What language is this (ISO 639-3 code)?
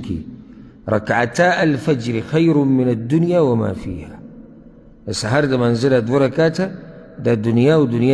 pus